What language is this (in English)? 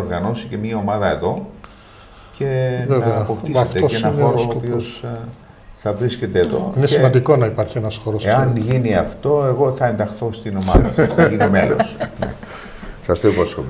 Greek